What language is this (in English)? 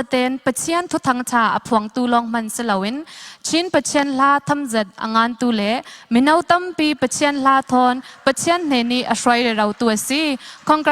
Falam Chin